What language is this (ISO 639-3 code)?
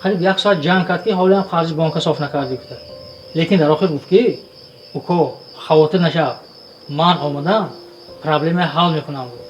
tgk